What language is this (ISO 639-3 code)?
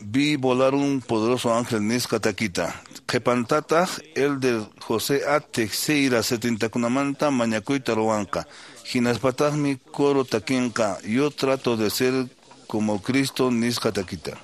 que